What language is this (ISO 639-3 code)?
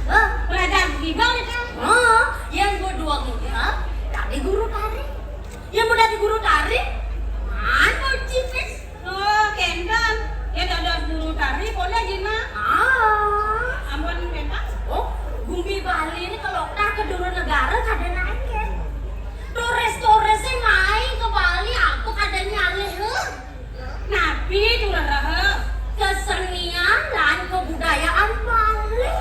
ban